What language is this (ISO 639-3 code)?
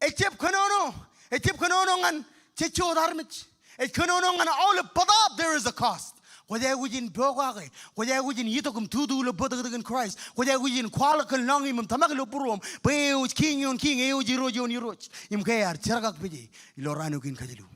mah